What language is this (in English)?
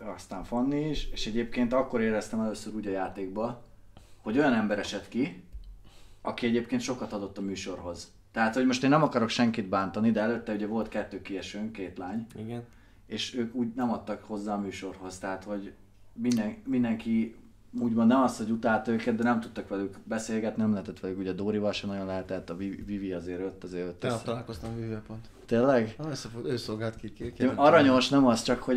Hungarian